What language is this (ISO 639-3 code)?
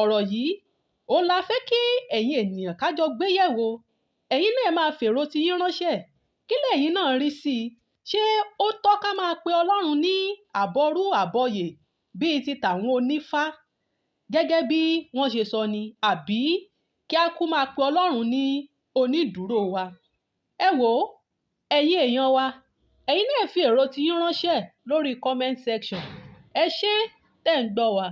yor